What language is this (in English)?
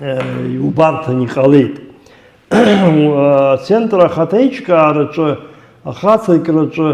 Abkhazian